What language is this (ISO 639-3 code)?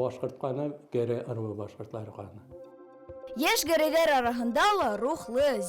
bak